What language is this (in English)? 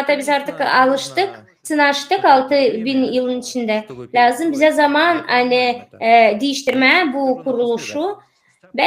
Gagauz